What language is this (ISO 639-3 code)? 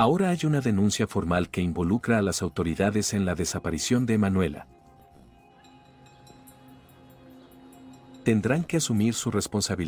spa